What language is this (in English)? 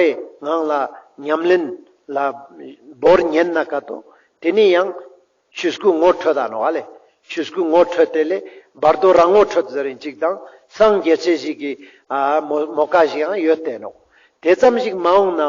Ladakhi